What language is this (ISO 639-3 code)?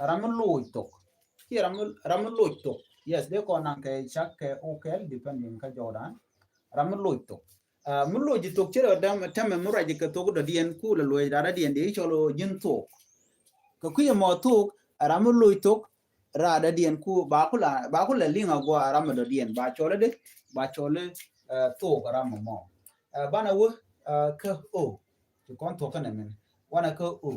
nus